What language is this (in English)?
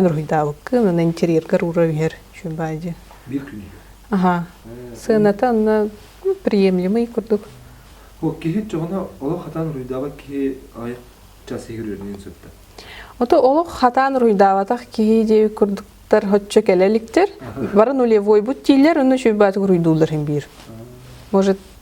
Yakut